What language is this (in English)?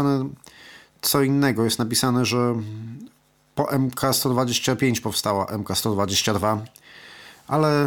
Polish